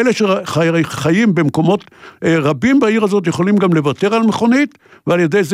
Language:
Hebrew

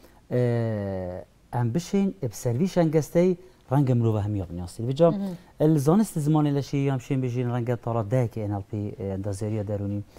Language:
Kurdish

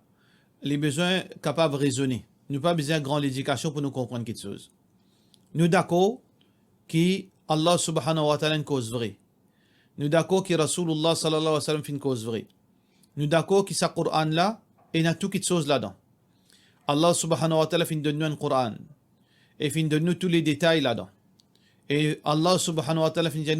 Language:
Morisyen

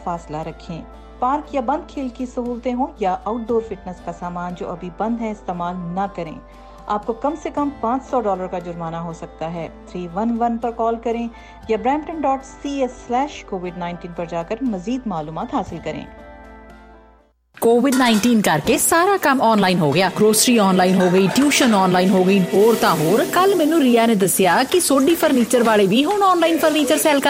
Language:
Punjabi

